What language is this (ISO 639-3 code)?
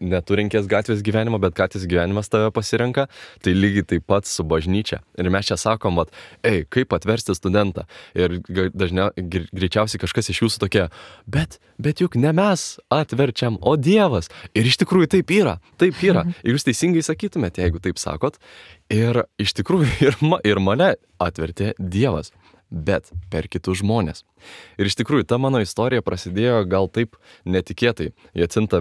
lit